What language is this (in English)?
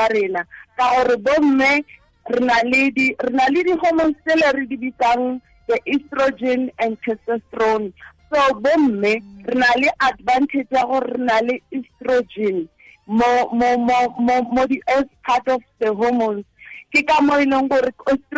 Tswana